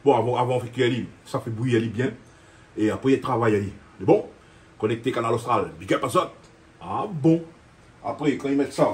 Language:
Réunion Creole French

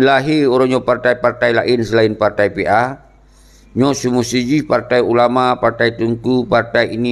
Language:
Achinese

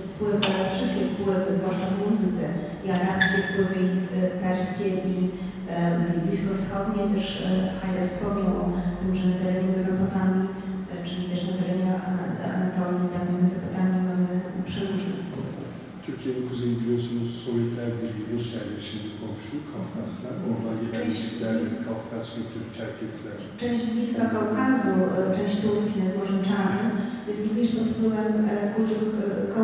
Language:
Polish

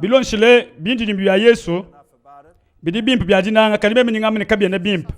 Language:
Luba-Lulua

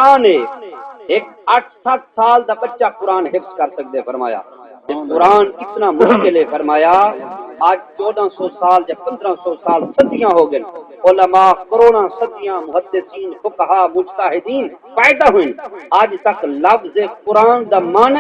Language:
Saraiki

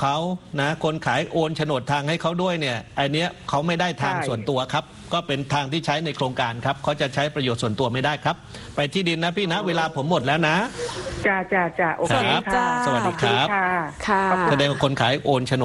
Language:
Thai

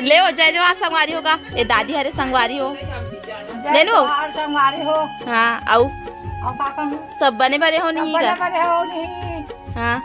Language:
Chhattisgarhi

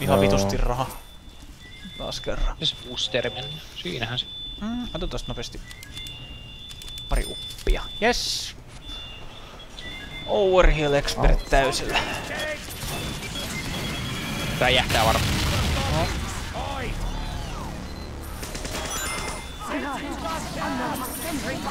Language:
Finnish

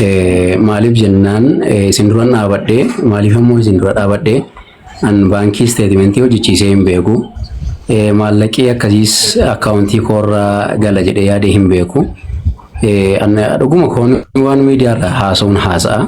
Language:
Oromo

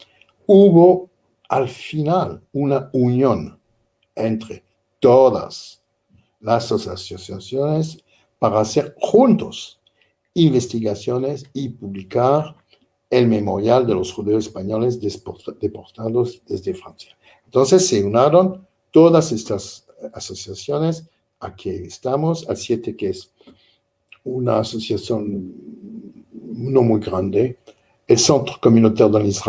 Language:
Ladino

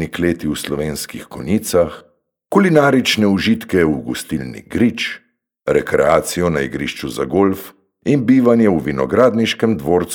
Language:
Slovenian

